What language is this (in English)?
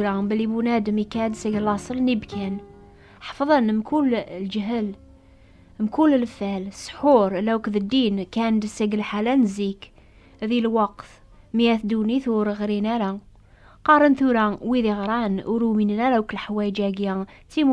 Kabyle